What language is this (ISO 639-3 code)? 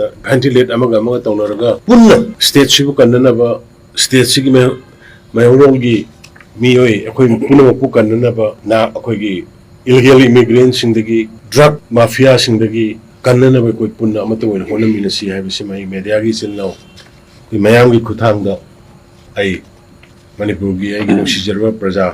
mni